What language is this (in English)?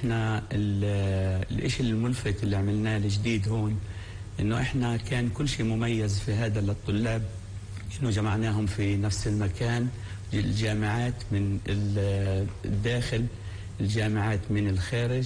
North Levantine Arabic